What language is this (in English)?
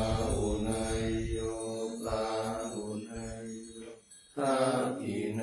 Pali